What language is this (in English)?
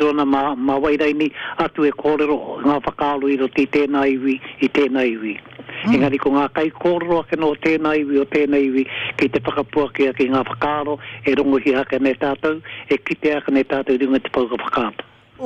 Māori